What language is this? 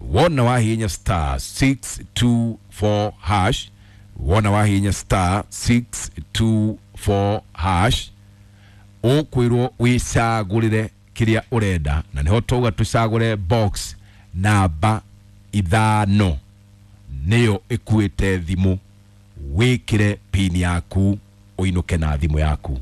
Kikuyu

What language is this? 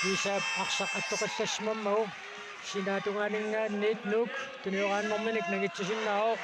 Kalaallisut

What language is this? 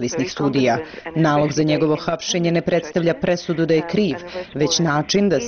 Serbian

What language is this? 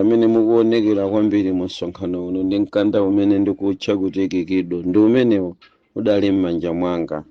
Nyanja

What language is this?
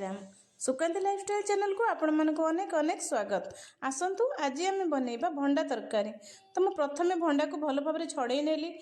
Odia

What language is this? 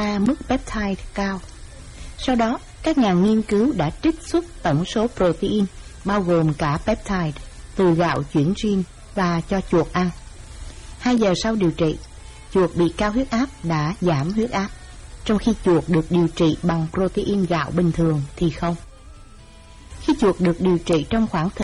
Vietnamese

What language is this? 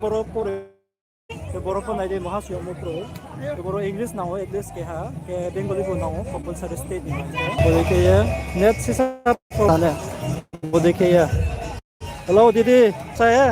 Riang (India)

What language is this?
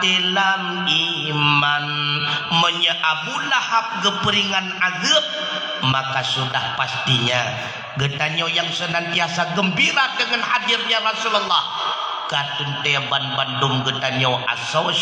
Achinese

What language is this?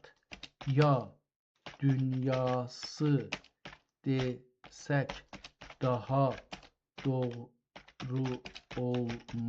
South Azerbaijani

